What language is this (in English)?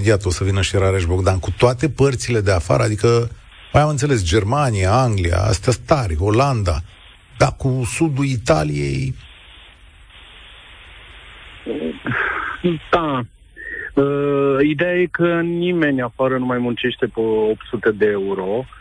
Romanian